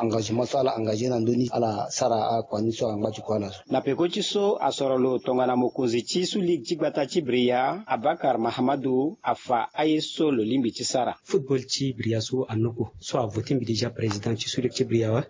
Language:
Sango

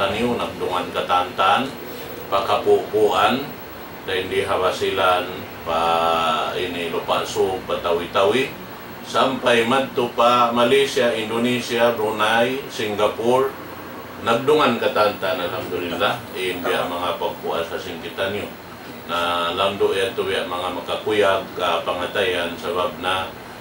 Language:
Tausug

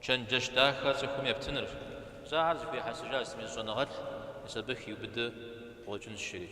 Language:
Kabardian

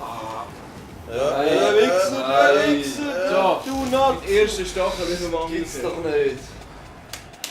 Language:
Swiss German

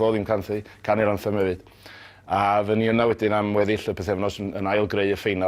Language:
Welsh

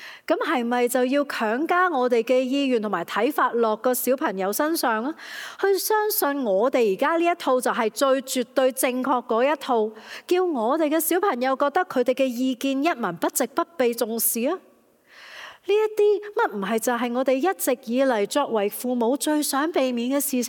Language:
Cantonese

